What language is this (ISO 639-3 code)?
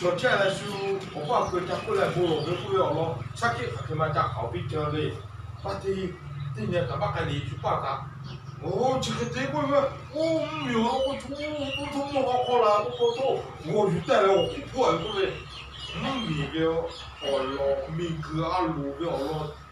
lhu